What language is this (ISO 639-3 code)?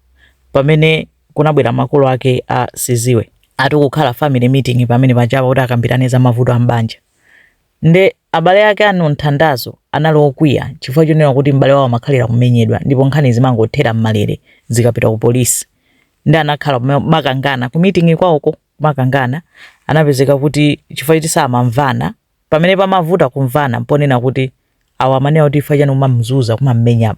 nya